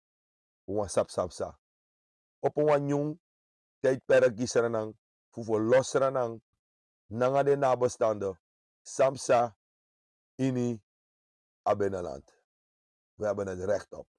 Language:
Sranan Tongo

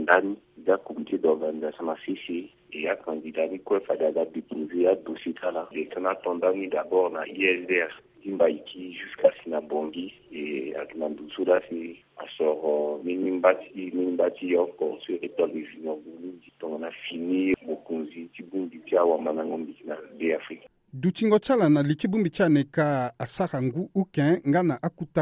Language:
Sango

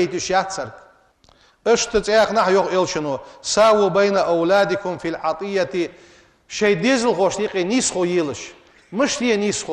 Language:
Ingush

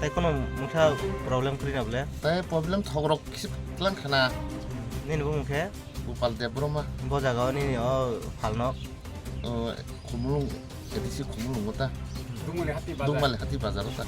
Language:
Kok Borok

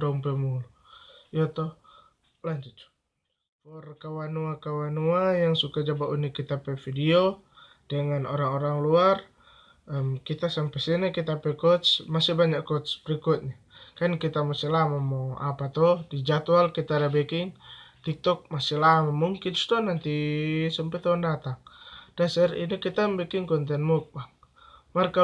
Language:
Manado Malay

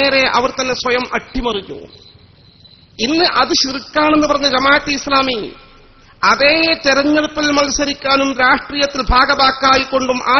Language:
Malayalam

